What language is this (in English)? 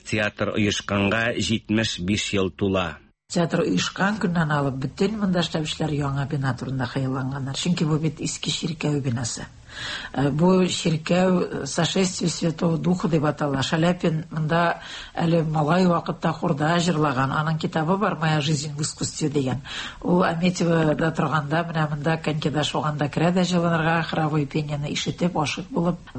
Tatar